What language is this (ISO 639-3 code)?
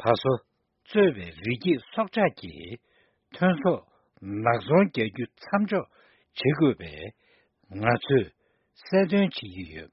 bod